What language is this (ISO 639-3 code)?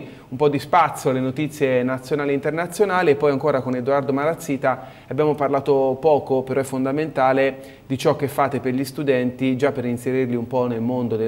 ita